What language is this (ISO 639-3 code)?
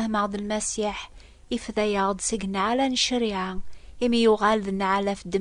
kab